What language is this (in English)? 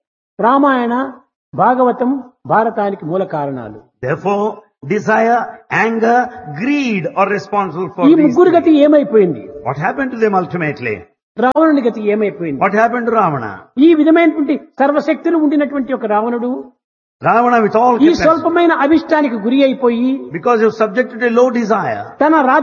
Telugu